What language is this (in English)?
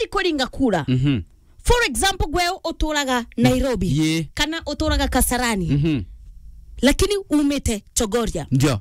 Meru